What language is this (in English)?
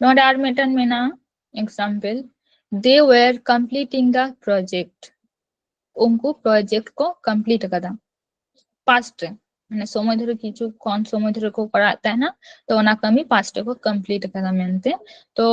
Santali